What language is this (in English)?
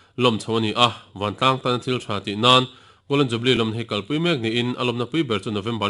Mizo